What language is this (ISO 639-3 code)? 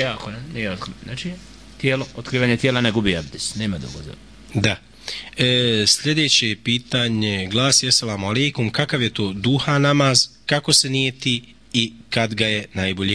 bos